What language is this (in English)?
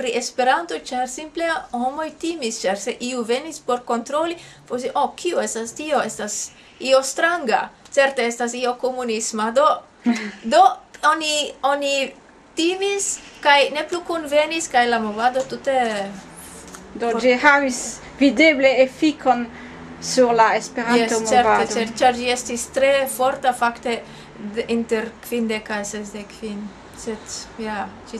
Esperanto